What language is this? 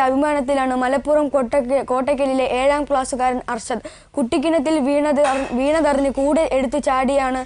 Malayalam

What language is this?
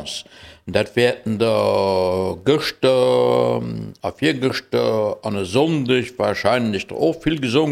Luxembourgish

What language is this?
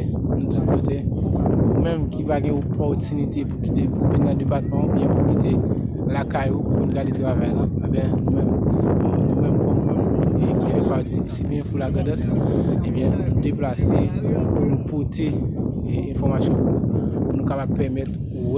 Haitian Creole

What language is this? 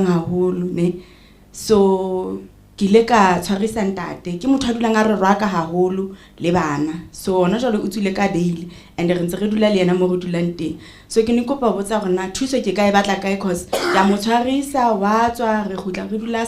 Southern Sotho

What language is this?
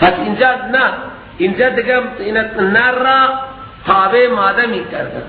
Persian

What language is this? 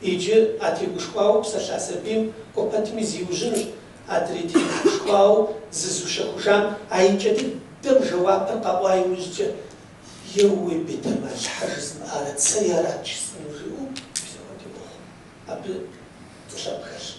Kabardian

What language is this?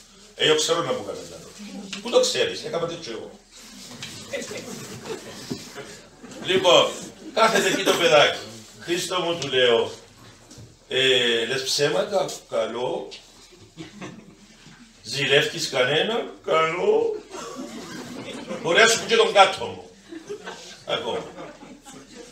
Greek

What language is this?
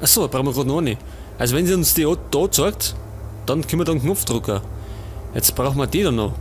Bavarian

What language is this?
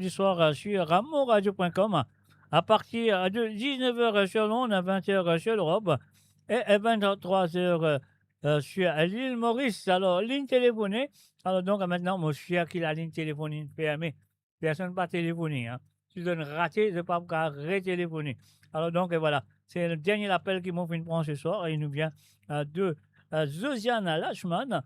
Morisyen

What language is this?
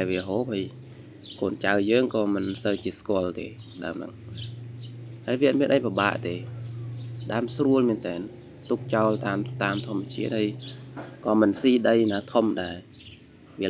Khmer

